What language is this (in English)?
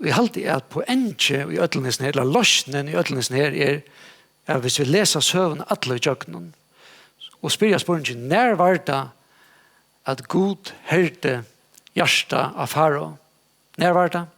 Faroese